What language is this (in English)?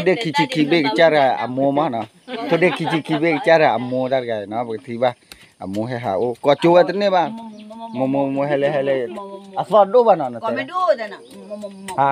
S'gaw Karen